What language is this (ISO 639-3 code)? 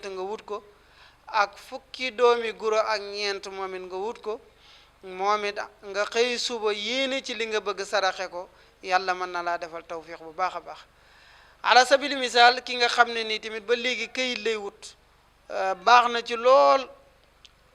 wol